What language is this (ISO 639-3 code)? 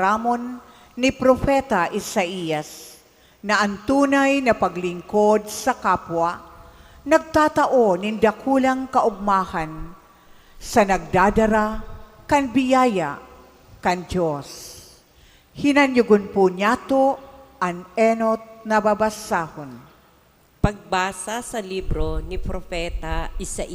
bik